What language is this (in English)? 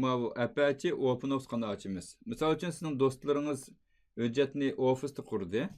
Uyghur